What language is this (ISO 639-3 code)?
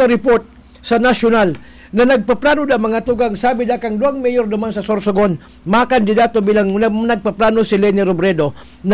bik